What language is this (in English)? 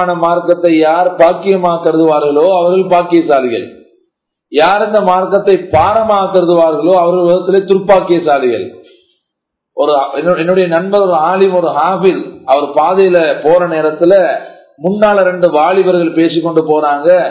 Tamil